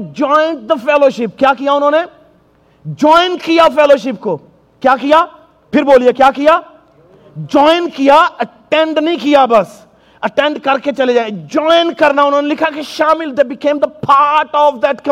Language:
Urdu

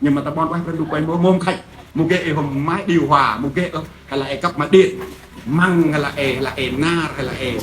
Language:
Central Mnong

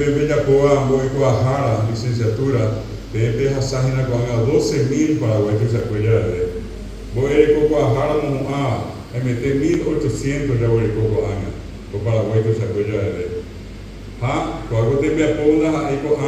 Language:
Guarani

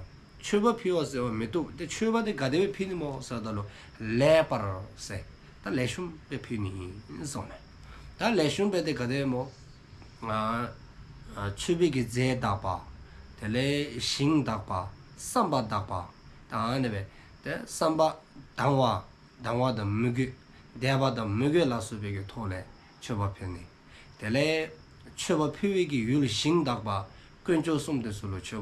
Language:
Dzongkha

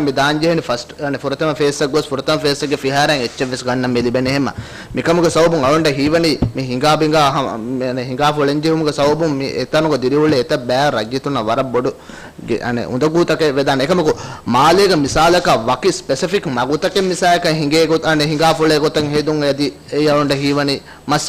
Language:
Divehi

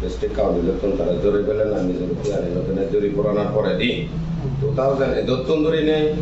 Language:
Chakma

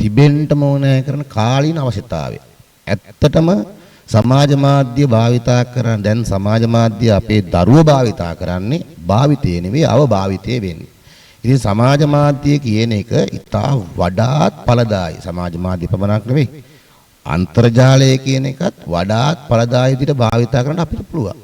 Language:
Sinhala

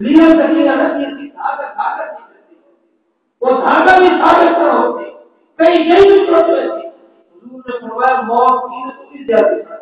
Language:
Saraiki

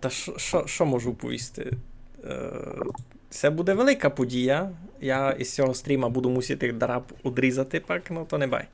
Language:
Rusyn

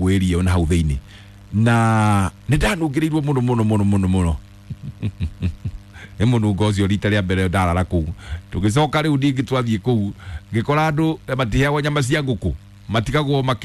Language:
Kikuyu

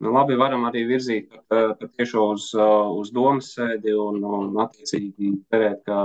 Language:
Latvian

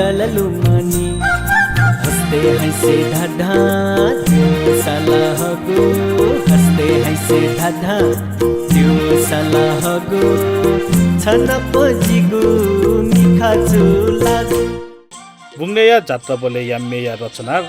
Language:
Newari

